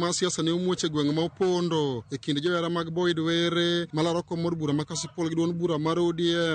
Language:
Luo (Kenya and Tanzania)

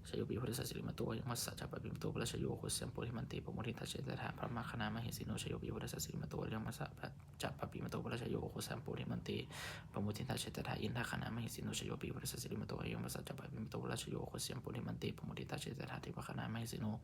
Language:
Pali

